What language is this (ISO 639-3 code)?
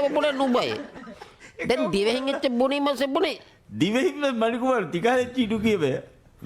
div